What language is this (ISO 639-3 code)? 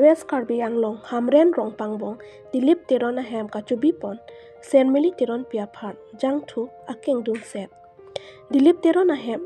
mjw